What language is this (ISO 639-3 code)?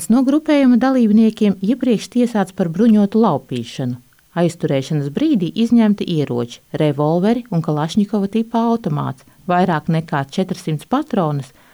lav